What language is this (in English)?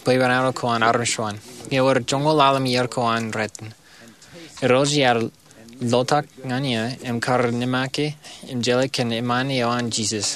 Marshallese